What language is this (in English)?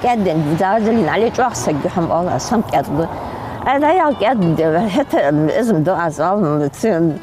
Ingush